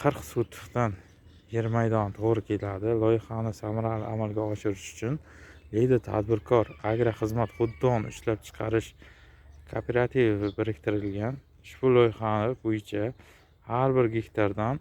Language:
Uzbek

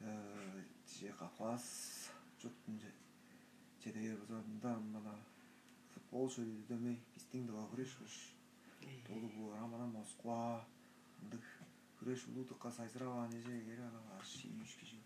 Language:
Tuvinian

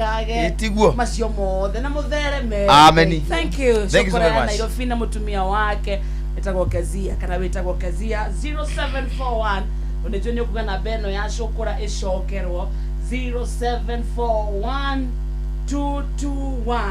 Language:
Kikuyu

